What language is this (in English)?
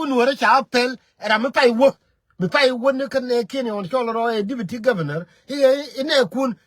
Nuer